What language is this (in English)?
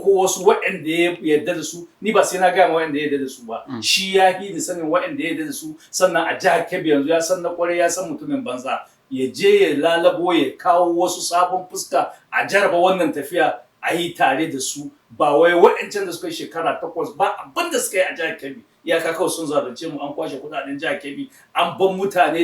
Hausa